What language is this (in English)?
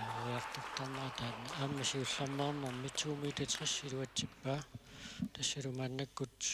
Kalaallisut